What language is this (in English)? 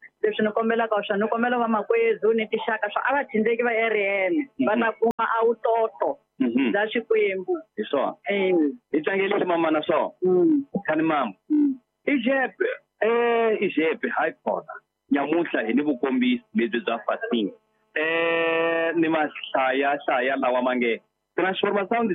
Tsonga